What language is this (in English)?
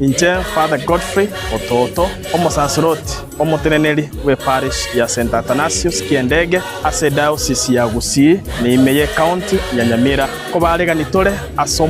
Gusii